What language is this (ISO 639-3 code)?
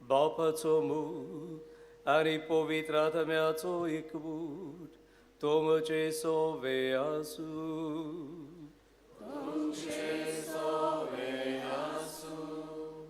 kok